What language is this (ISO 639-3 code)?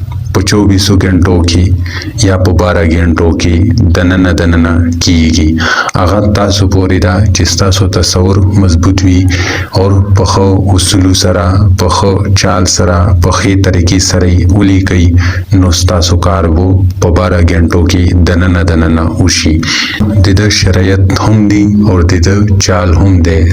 pus